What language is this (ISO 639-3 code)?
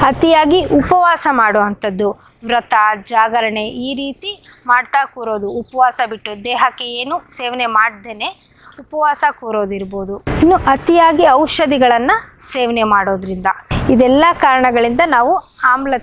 kan